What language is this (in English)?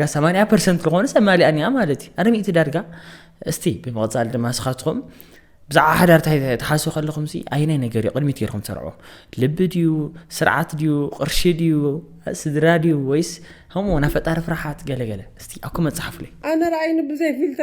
Tigrinya